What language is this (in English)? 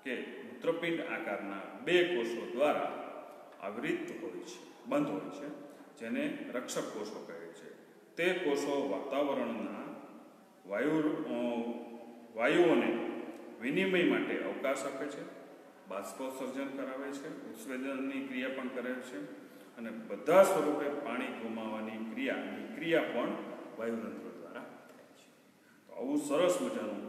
Gujarati